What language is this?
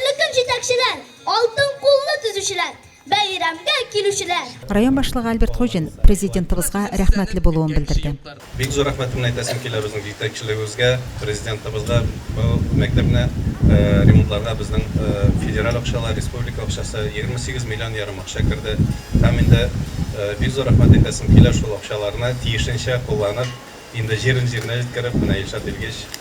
Tatar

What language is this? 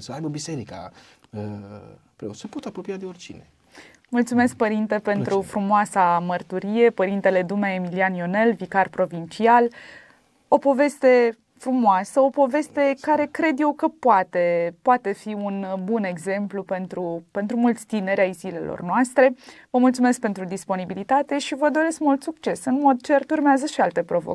Romanian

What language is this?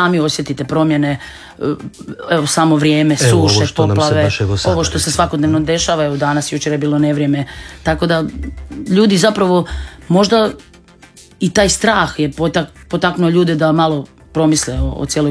Croatian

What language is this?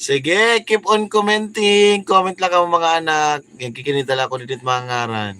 Waray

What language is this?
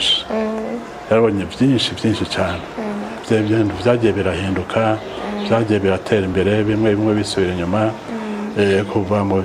Rundi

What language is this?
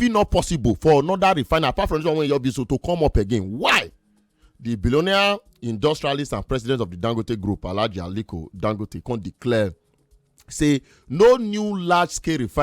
Nigerian Pidgin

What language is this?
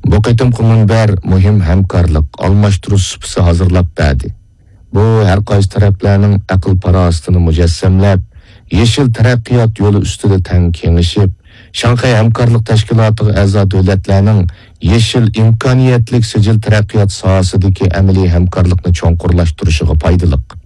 Uyghur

